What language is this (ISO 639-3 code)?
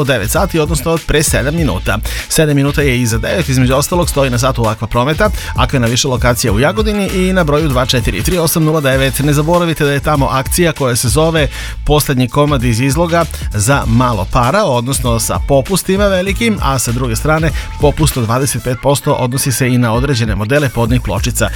srp